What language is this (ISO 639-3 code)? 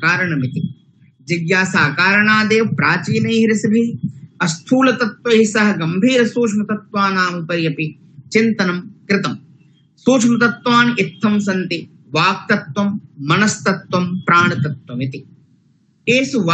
san